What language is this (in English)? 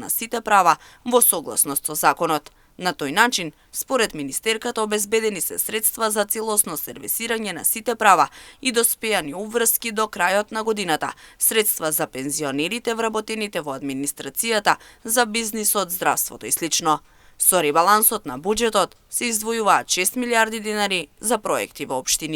Macedonian